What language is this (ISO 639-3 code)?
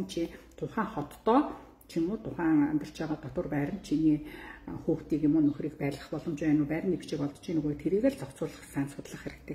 mon